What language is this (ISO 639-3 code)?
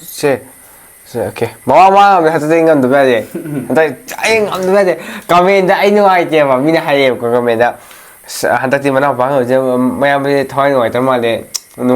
mni